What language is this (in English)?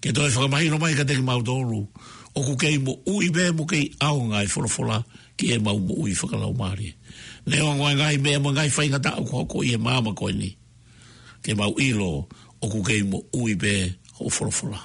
Tongan